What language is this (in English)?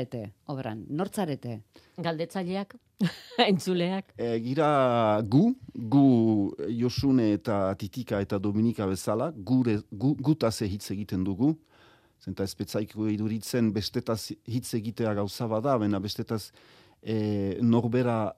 Basque